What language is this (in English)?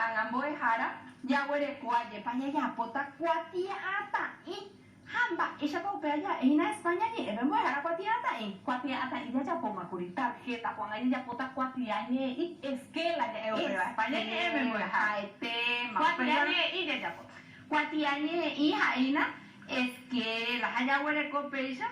Guarani